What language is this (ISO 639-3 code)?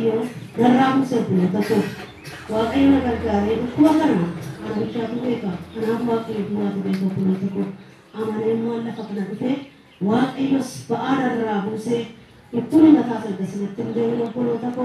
orm